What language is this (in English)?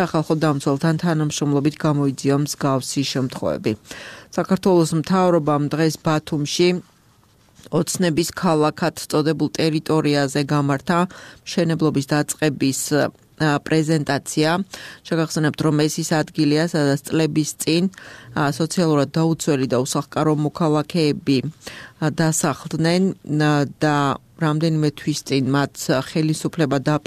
Georgian